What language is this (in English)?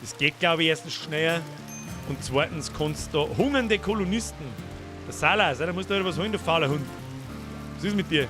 Bavarian